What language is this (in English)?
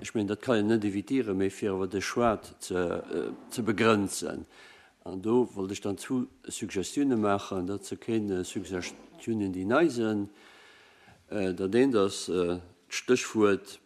Luxembourgish